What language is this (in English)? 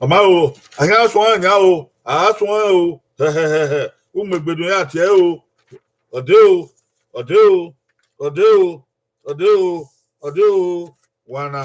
Bini